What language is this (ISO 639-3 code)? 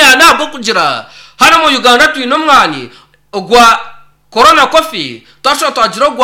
nyn